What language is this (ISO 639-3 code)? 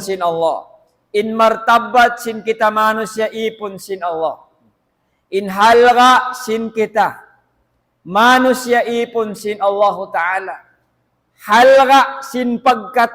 tsg